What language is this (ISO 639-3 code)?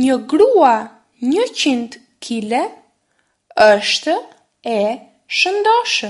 sqi